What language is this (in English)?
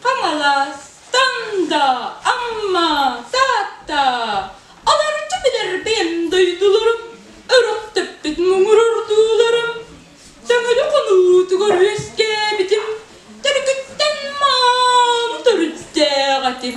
Yakut